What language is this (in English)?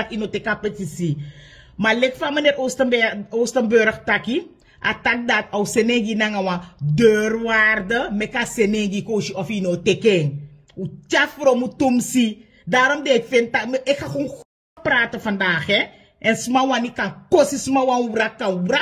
Sranan Tongo